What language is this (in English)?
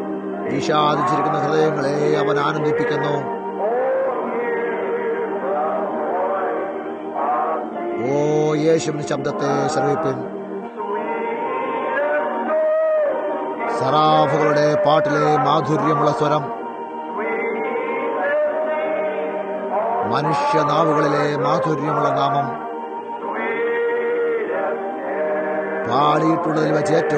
Malayalam